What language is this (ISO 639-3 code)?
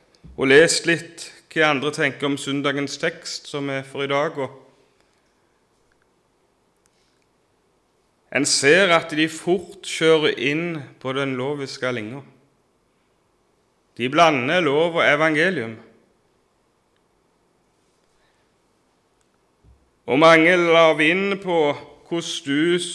nor